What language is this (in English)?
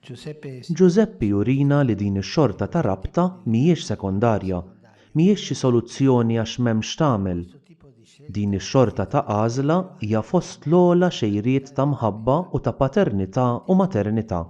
Maltese